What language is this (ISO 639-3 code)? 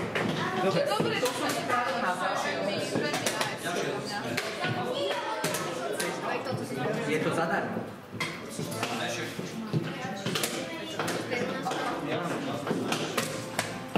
slk